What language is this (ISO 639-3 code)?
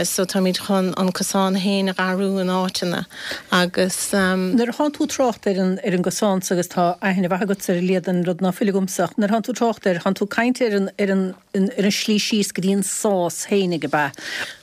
gle